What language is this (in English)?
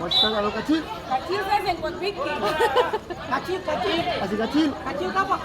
Ambonese Malay